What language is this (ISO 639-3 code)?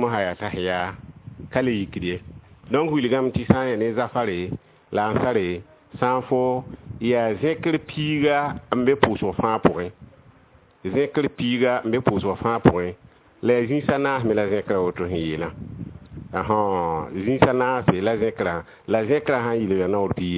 mos